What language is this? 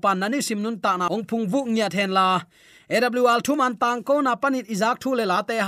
Tedim Chin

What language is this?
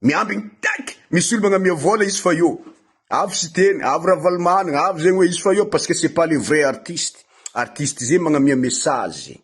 Malagasy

